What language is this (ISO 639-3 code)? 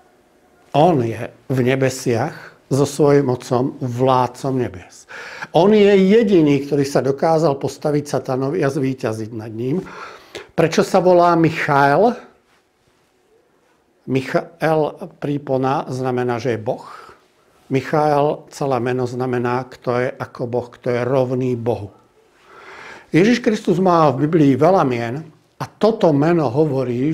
slk